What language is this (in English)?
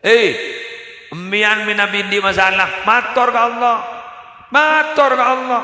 Madurese